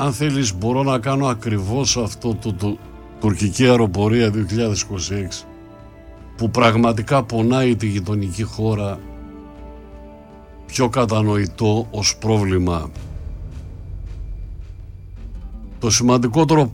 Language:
Greek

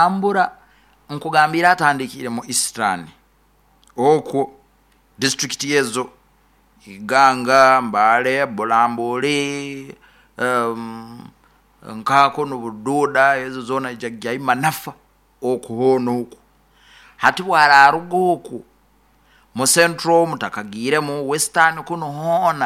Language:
Nyoro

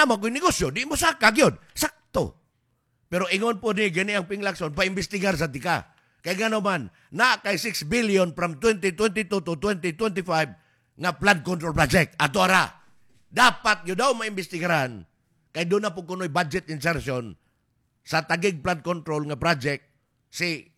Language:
Cebuano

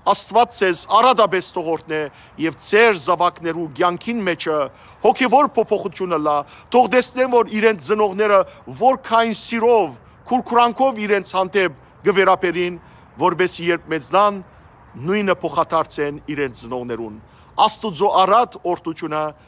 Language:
Western Armenian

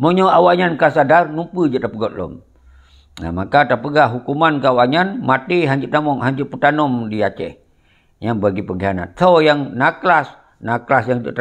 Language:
Achinese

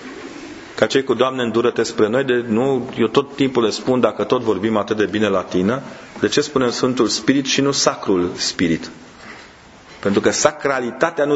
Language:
Romanian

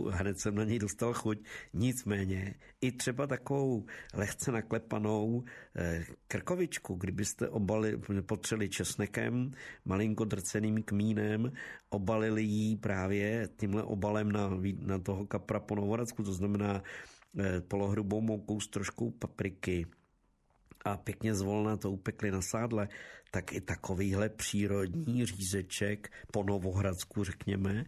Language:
Czech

